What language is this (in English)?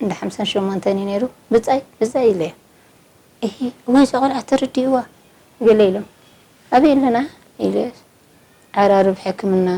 Tigrinya